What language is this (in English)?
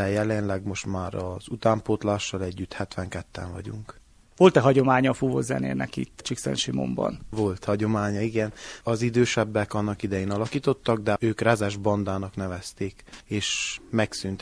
Hungarian